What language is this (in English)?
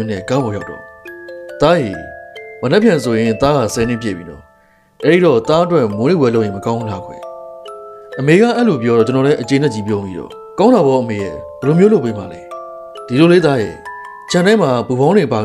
Burmese